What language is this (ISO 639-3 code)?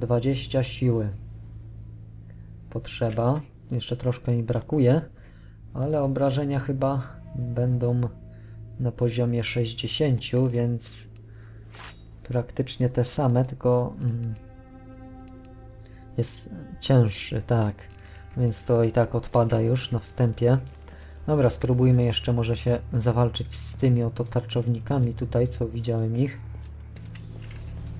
pol